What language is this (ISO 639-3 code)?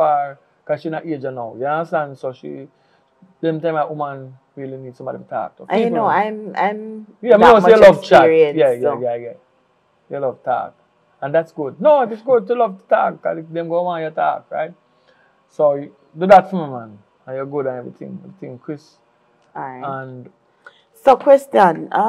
jam